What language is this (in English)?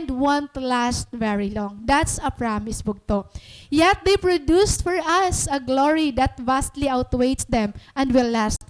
Waray